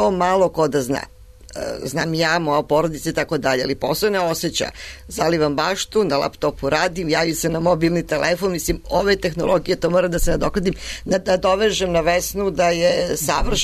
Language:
Serbian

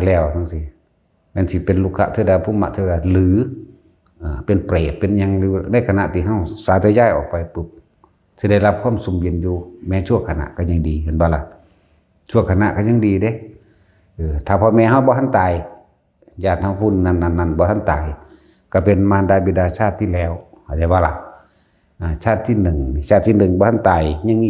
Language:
Northeastern Thai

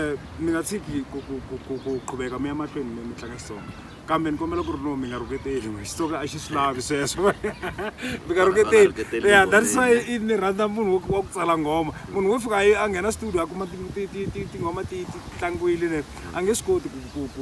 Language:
Tsonga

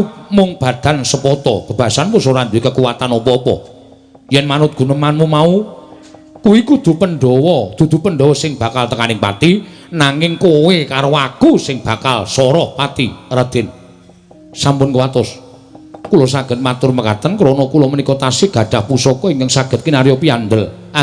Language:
Javanese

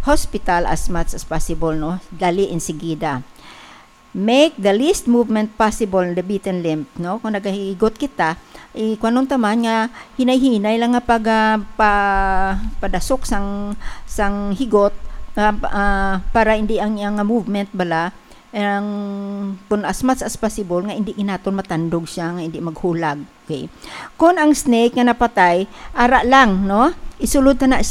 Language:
Hiligaynon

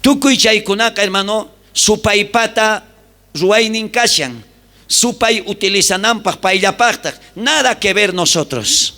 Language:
South Bolivian Quechua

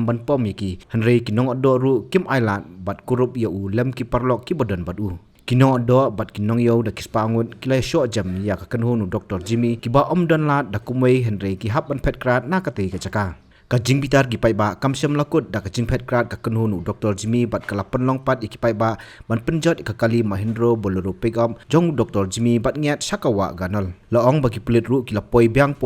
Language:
Khasi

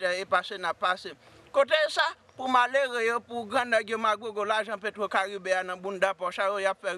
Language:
Haitian Creole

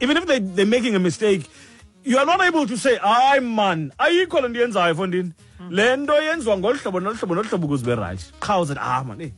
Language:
Xhosa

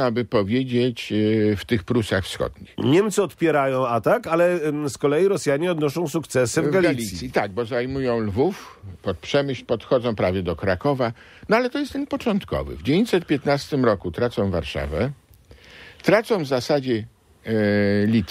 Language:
Polish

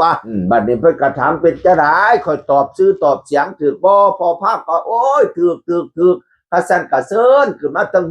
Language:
Northeastern Thai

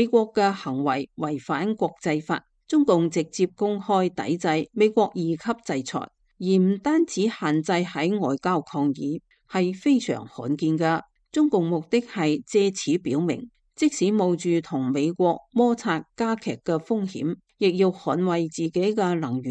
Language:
Cantonese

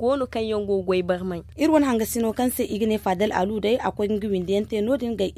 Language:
Zarma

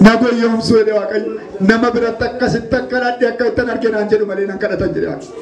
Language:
Oromo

